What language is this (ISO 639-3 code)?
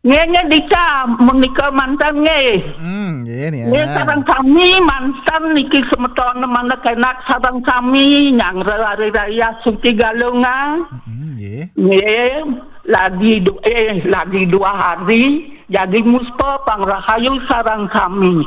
ban